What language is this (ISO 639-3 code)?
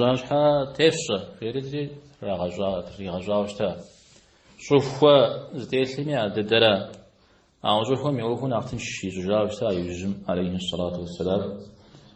kbd